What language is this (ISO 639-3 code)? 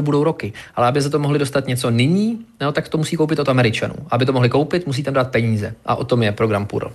ces